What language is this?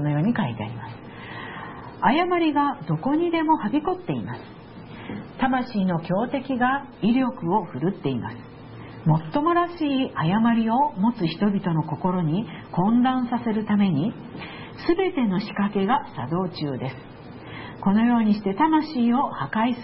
Japanese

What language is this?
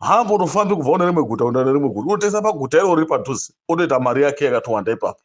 Shona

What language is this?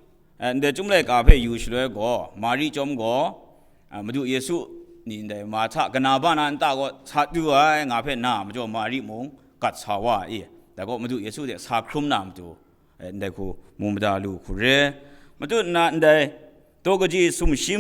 Kachin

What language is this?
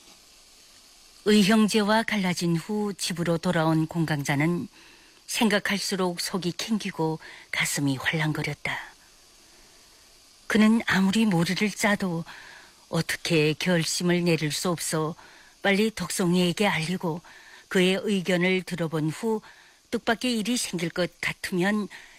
Korean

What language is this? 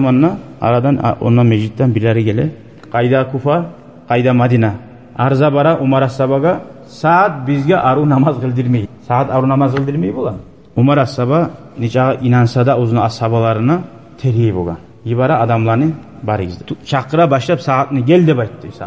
Kumyk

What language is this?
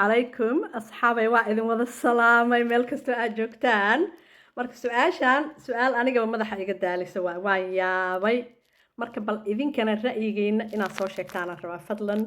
Somali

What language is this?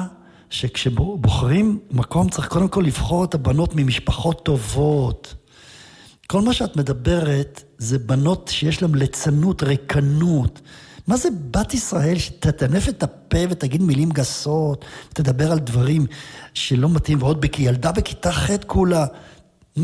Hebrew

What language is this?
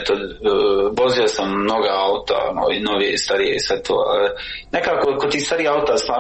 Croatian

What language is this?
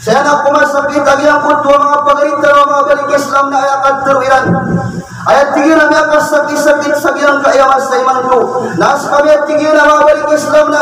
Maranao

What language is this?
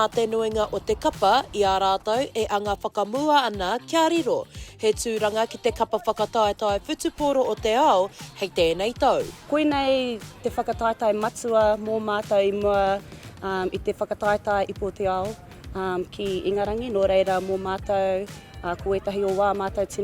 Māori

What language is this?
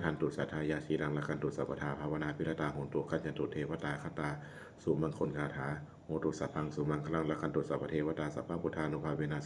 Pali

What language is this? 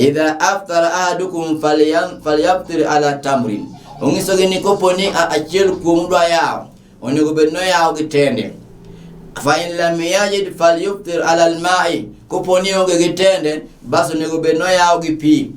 Luo (Kenya and Tanzania)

